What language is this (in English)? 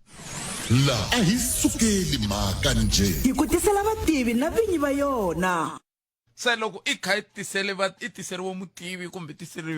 Tsonga